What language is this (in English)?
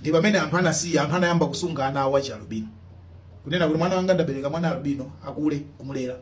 Nyanja